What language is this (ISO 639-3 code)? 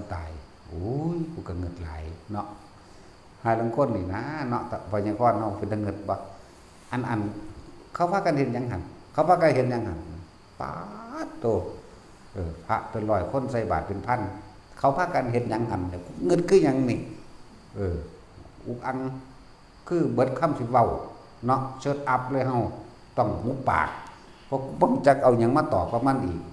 tts